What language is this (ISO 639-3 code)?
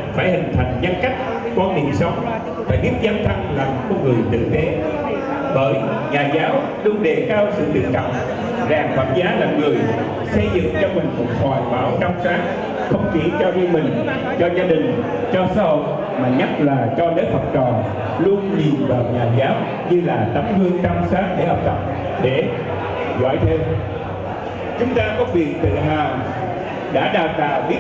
vie